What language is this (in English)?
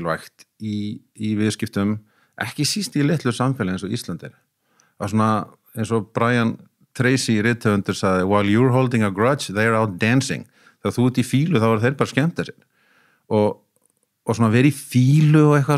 Icelandic